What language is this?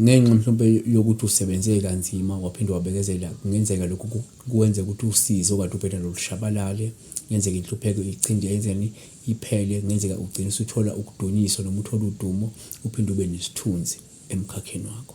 Zulu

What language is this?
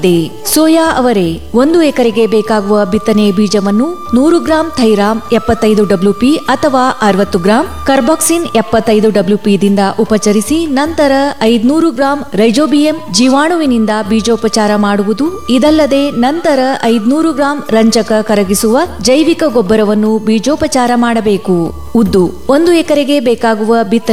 Kannada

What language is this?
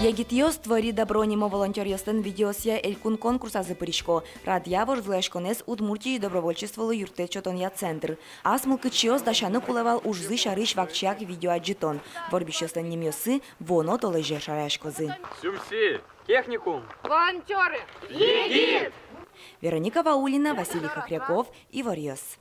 Udmurt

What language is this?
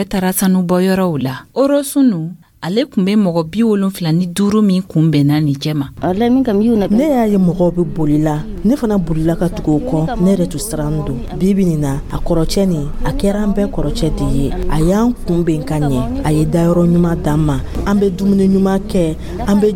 Dyula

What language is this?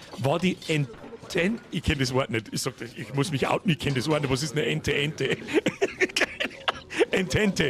Bavarian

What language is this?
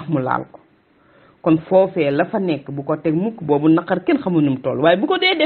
Wolof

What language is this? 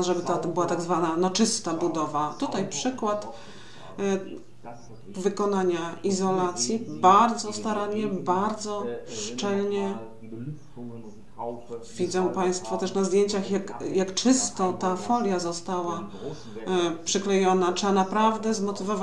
Polish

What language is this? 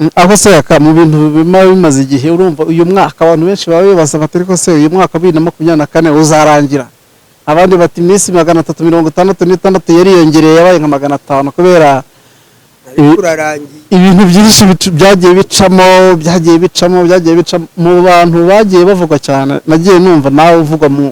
Kinyarwanda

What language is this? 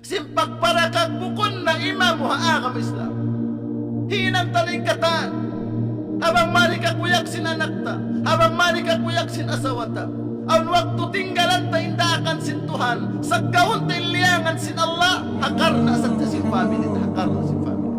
Tausug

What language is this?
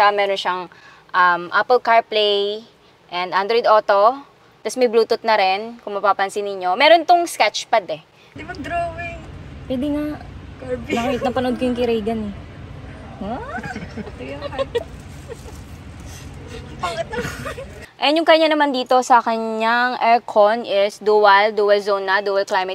Filipino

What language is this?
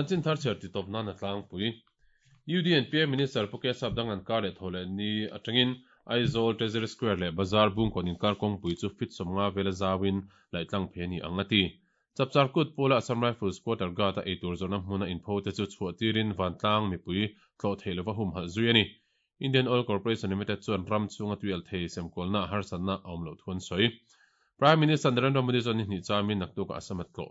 Mizo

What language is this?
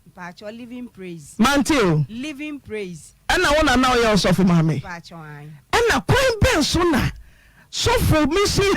Akan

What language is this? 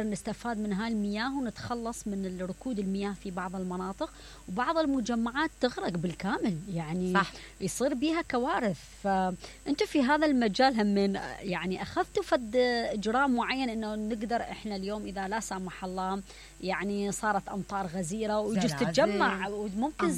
Mesopotamian Arabic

